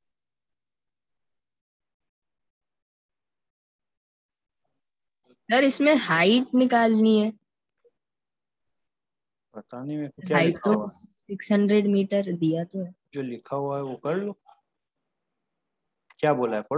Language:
Hindi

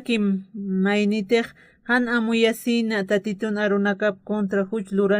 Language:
Aymara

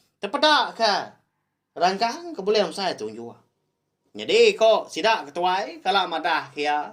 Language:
Iban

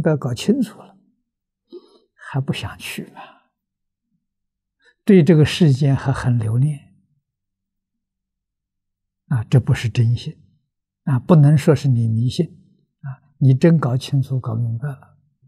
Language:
Chinese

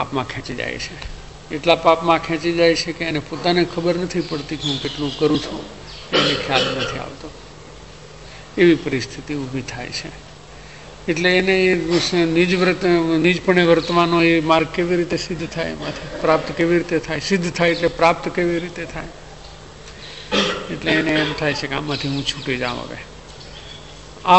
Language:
Gujarati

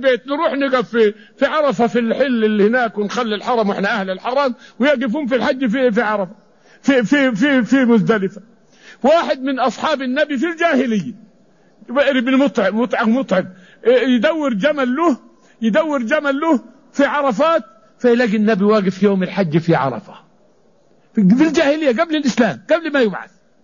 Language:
Arabic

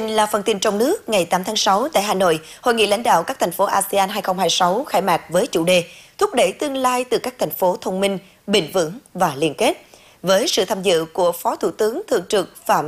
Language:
Vietnamese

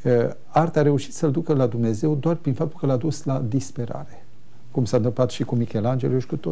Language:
Romanian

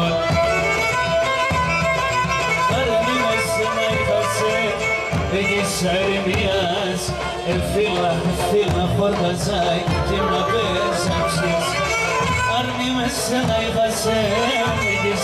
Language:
Greek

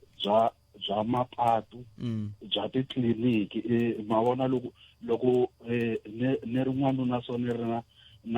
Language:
Tsonga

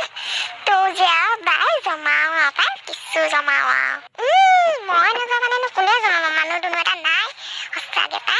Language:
Assamese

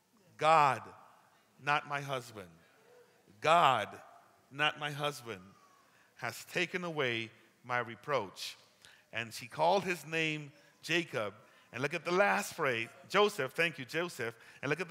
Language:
English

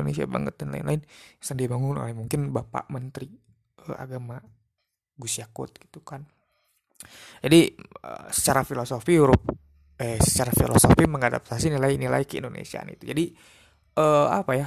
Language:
Indonesian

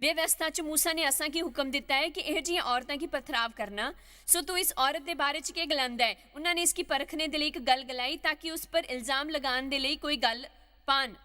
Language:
Dogri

